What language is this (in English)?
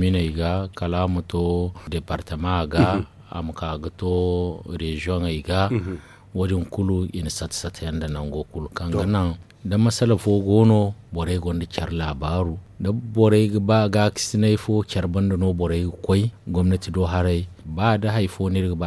Zarma